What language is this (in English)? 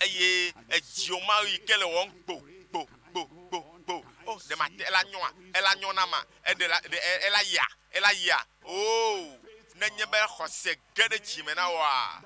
Ewe